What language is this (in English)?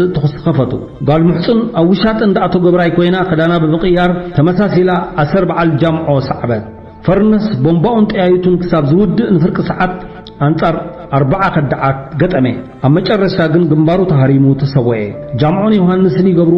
Tigrinya